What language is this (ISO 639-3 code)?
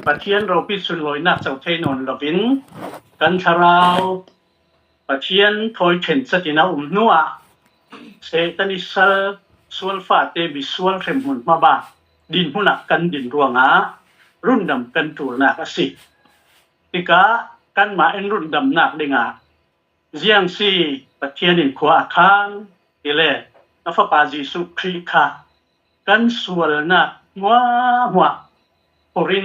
cfm